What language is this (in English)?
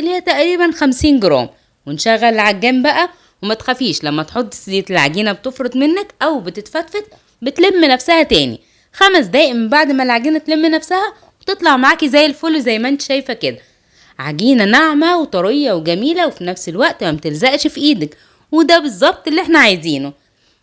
Egyptian Arabic